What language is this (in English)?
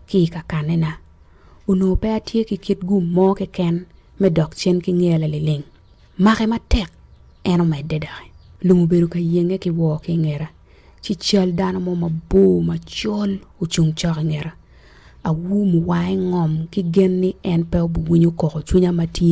Acoli